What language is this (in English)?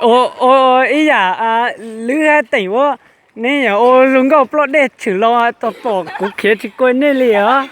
Hmong